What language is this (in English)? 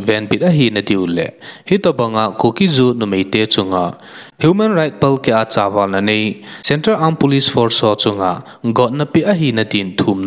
Thado Chin